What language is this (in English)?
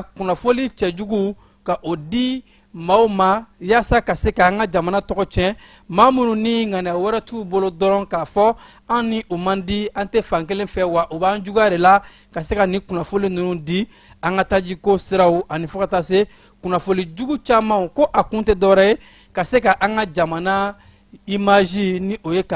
Bambara